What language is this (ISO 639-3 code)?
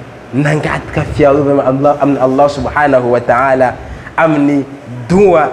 mlg